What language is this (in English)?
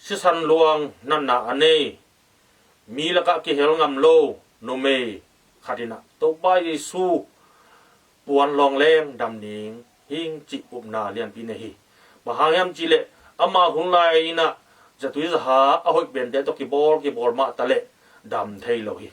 Tedim Chin